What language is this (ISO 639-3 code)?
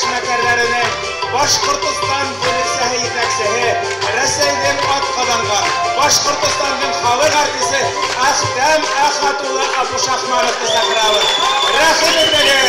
bak